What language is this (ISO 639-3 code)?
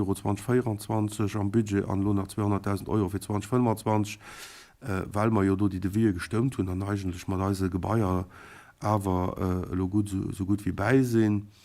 ltz